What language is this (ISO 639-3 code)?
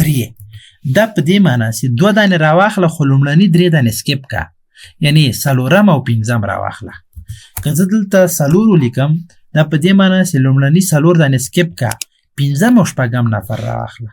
pus